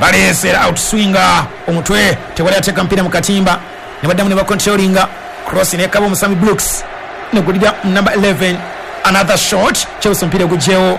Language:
Ganda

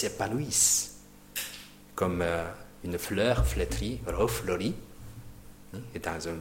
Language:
French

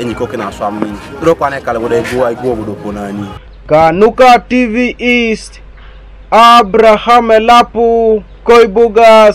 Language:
Teso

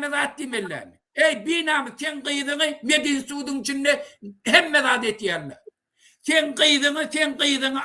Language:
Turkmen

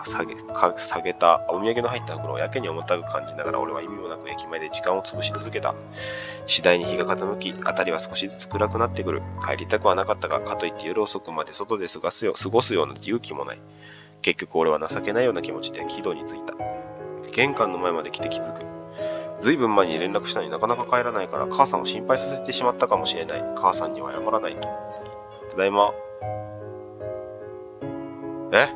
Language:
Japanese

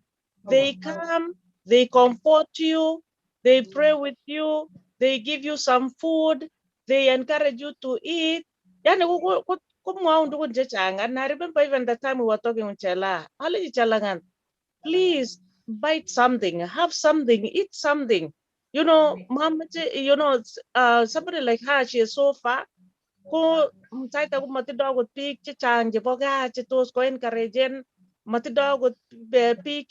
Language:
Kalenjin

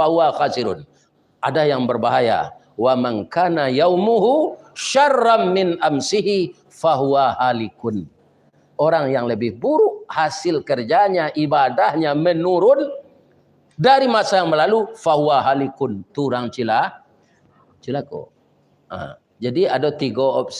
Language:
Minangkabau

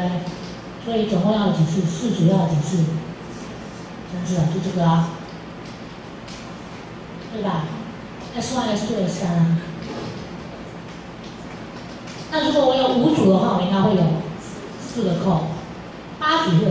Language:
Chinese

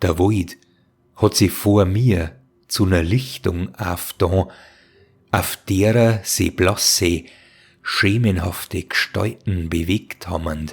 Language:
Bavarian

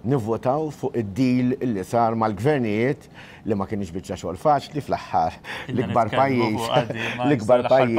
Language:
Maltese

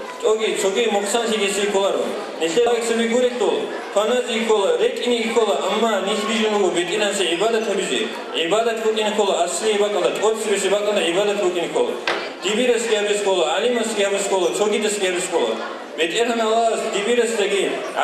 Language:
Avaric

